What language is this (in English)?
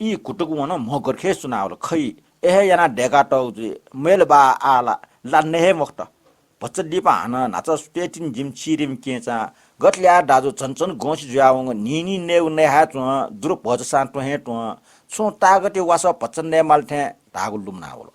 Newari